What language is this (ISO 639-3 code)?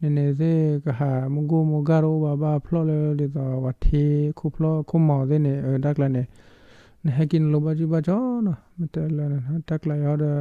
ksw